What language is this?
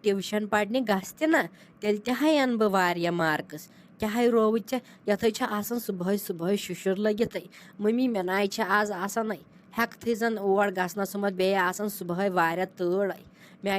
Kashmiri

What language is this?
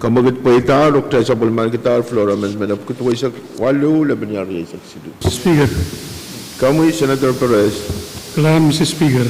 Pohnpeian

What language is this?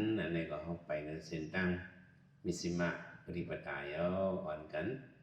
Shan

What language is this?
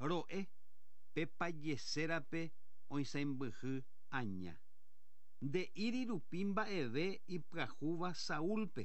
Guarani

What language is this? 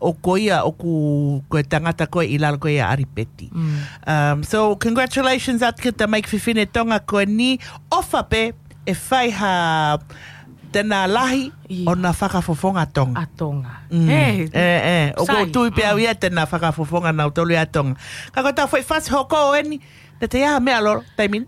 Tongan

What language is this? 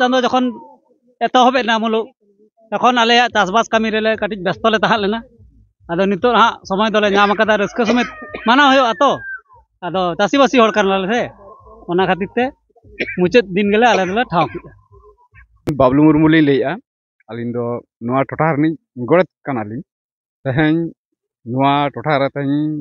Santali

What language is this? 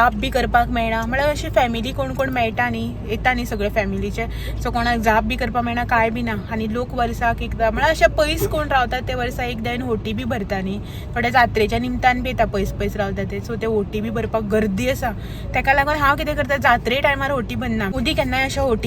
Konkani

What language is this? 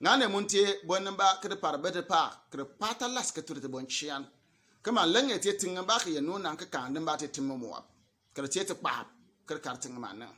Bimoba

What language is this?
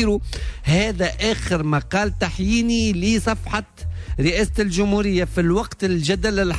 Tunisian Arabic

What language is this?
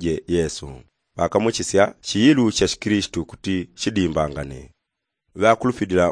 Yao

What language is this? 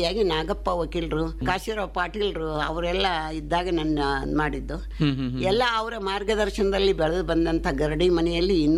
Kannada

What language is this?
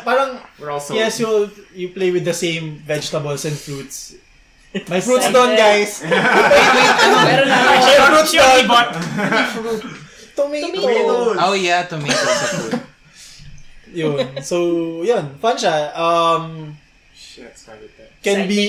Filipino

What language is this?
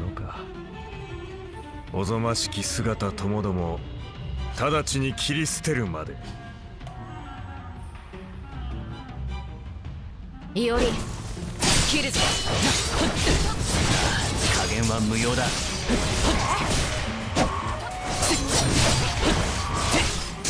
Japanese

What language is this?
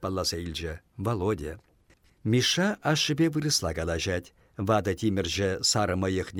Chuvash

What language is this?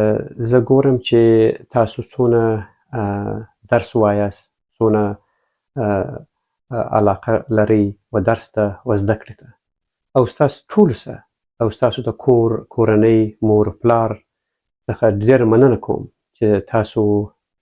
Pashto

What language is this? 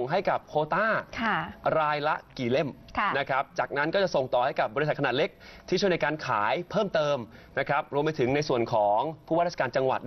Thai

